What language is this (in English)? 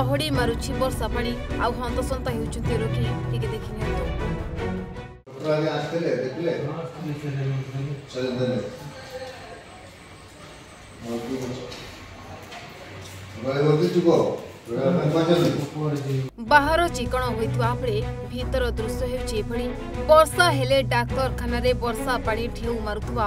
Odia